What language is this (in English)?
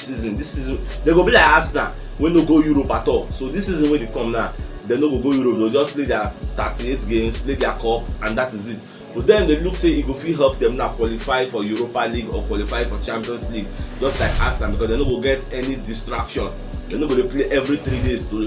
Nigerian Pidgin